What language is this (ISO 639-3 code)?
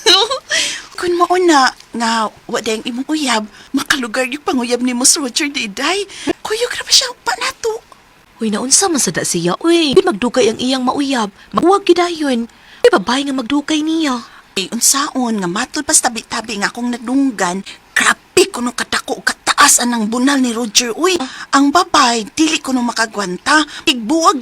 ceb